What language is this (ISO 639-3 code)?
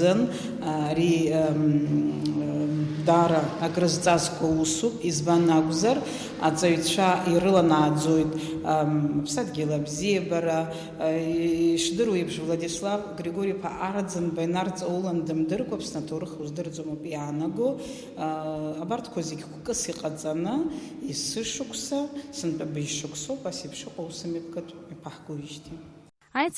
abk